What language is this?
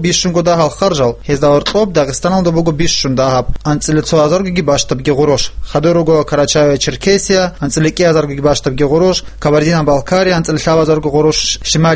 Avaric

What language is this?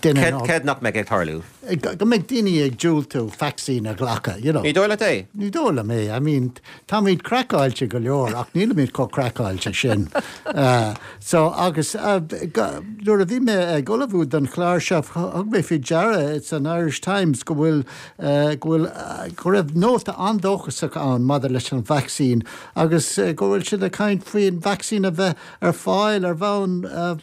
Irish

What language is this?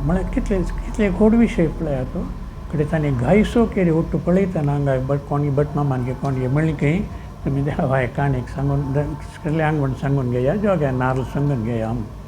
Konkani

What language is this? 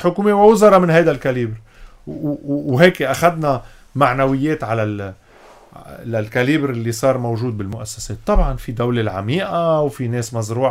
North Levantine Arabic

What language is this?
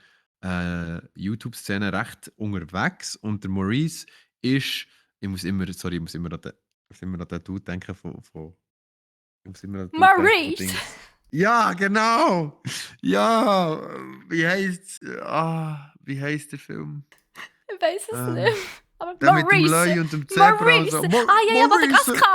Swiss German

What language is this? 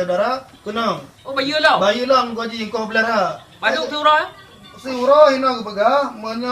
Achinese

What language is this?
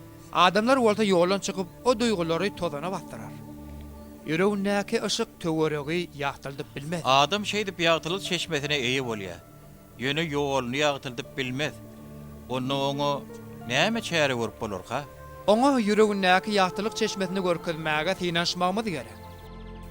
Turkmen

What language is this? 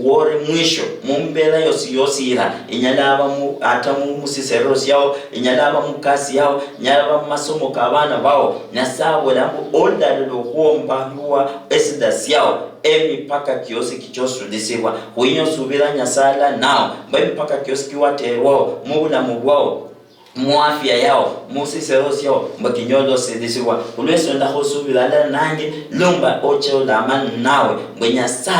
Luyia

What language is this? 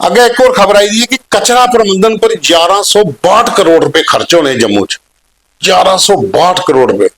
Dogri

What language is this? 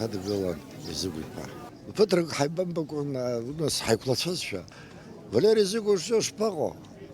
Abkhazian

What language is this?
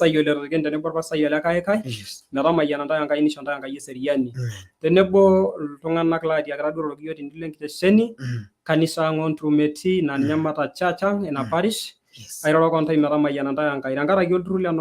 Masai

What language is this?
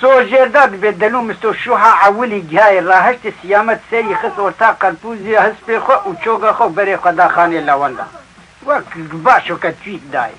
Kurdish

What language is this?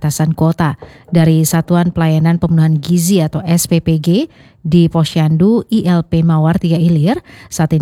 Indonesian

